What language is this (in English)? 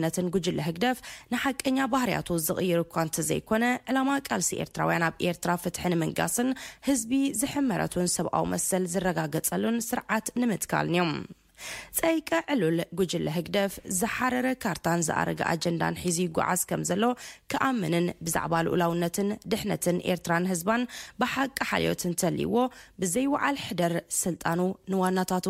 Tigrinya